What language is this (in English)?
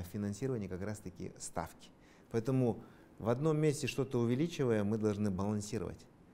Russian